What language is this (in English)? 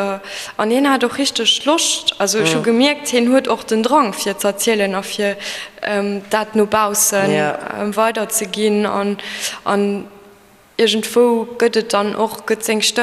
Luxembourgish